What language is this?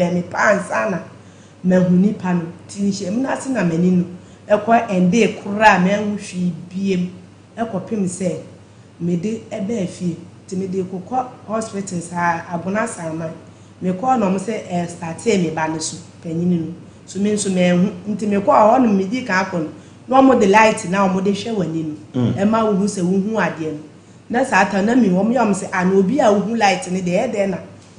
Akan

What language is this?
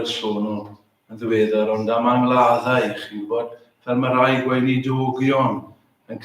Welsh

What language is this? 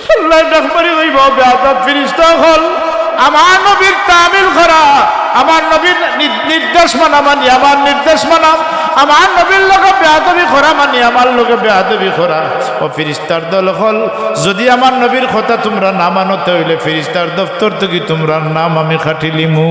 Sylheti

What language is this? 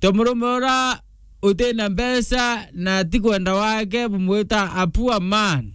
Meru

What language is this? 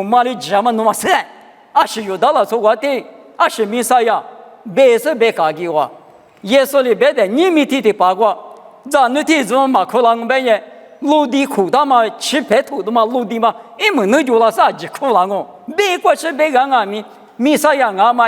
Lisu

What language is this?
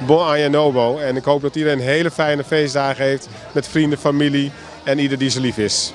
Papiamento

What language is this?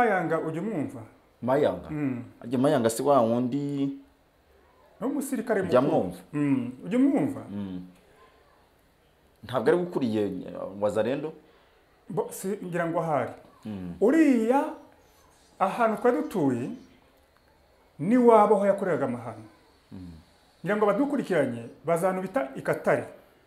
Kinyarwanda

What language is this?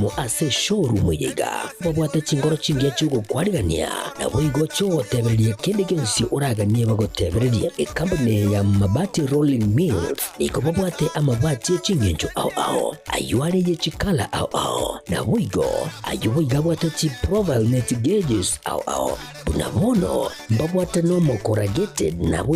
Gusii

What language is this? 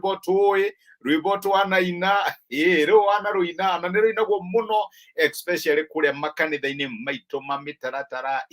Kikuyu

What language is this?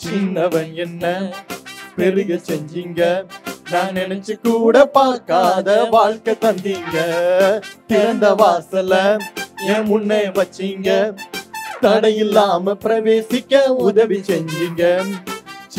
Tamil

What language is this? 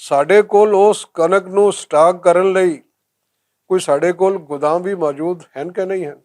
Western Panjabi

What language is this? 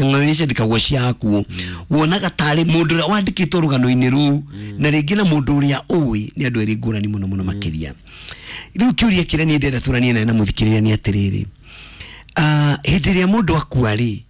Kikuyu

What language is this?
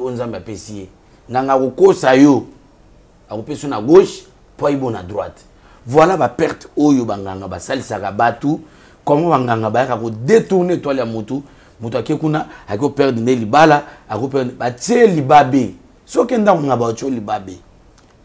Lingala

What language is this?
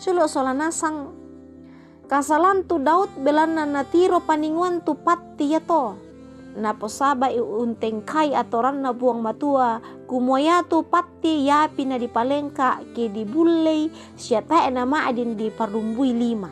Toraja-Sa'dan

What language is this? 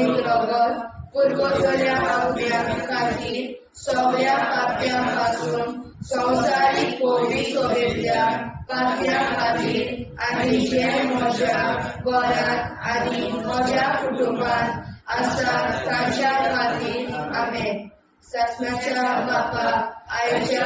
Konkani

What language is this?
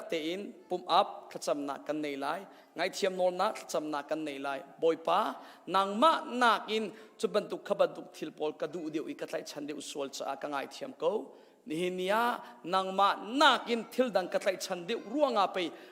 Hakha Chin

